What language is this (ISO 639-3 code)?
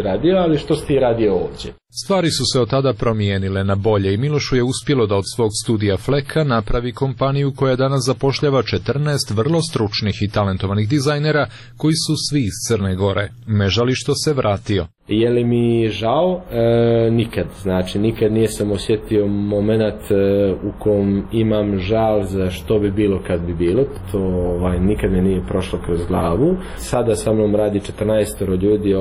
srp